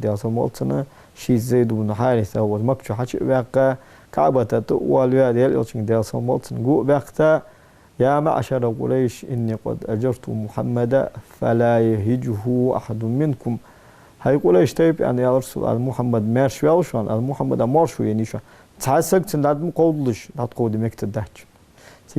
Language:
Ingush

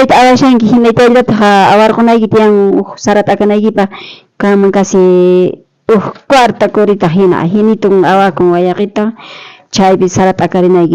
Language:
South Bolivian Quechua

